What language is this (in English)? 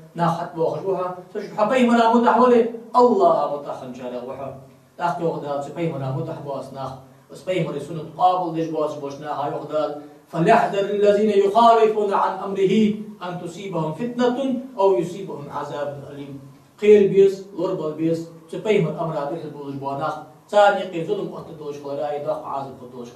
Ingush